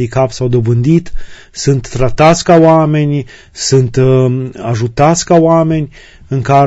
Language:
Romanian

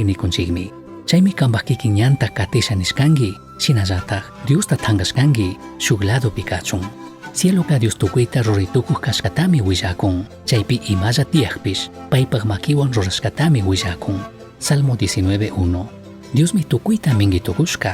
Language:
Chimborazo Highland Quichua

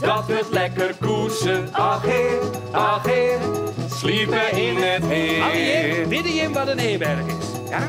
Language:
Western Frisian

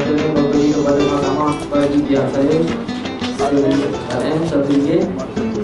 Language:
Malay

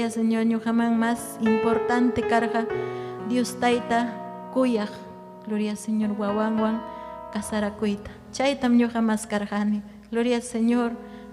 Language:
Ayacucho Quechua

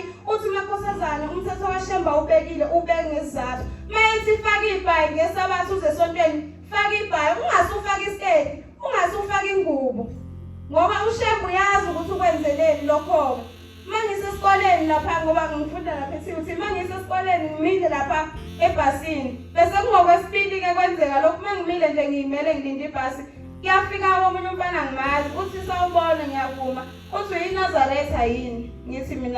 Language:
Zulu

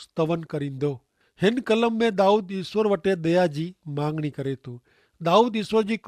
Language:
Kachhi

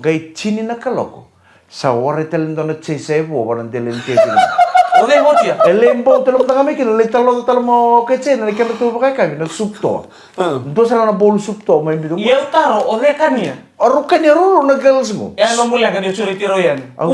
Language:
Fijian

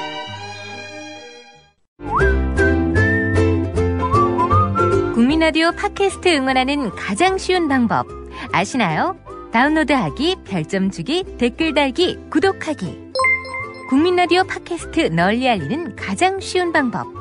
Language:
Korean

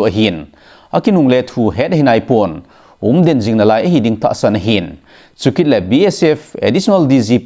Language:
Thado Chin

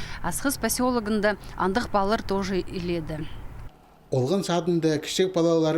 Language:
Khakas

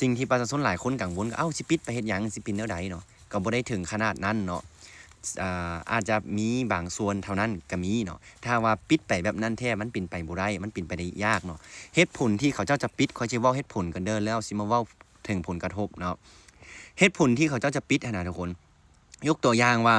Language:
Lao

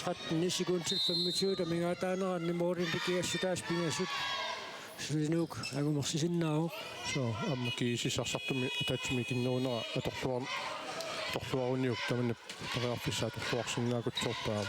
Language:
Kalaallisut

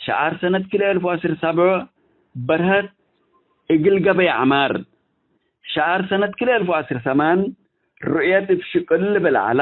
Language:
Tigre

